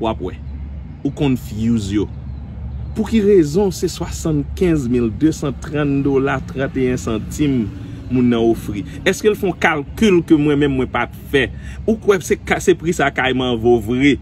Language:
Haitian Creole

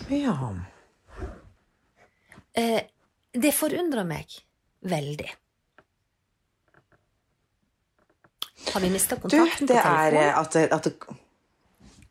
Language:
Norwegian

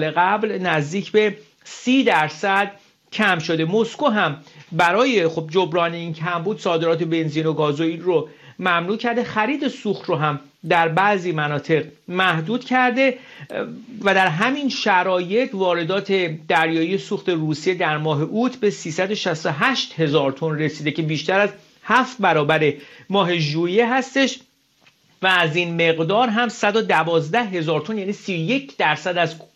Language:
Persian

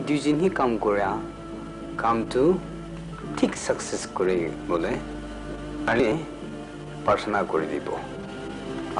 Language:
Naga Pidgin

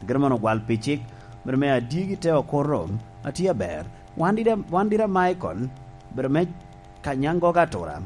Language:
Lango (Uganda)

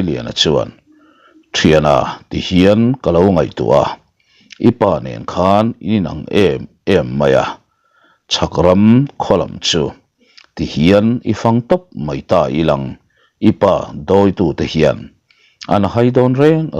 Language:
Mizo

